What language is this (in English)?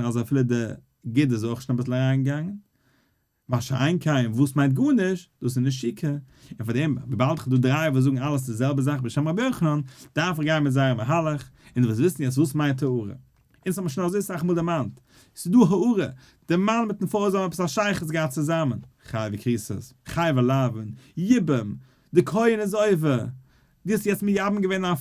Yiddish